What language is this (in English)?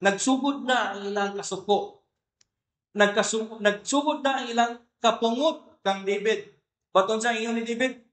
Cebuano